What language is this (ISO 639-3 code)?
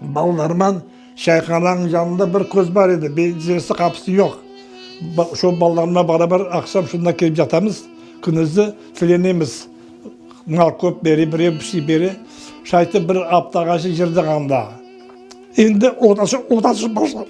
crh